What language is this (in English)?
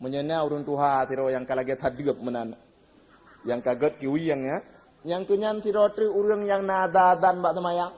Achinese